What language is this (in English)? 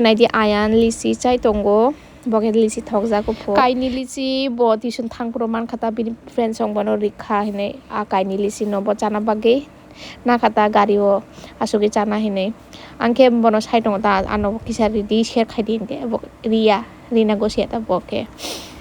Kok Borok